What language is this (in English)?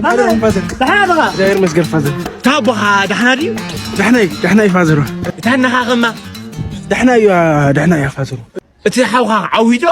Tigrinya